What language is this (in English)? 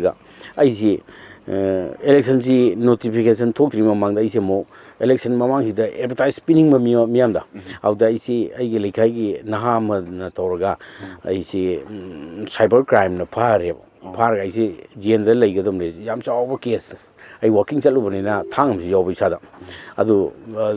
Manipuri